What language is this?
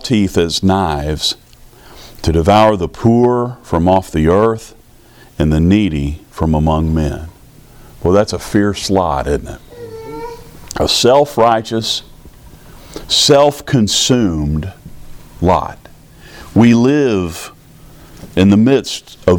English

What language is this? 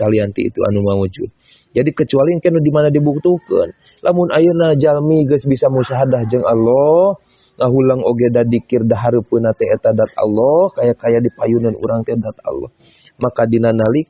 Sundanese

